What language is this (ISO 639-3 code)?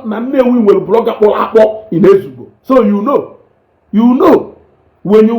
ibo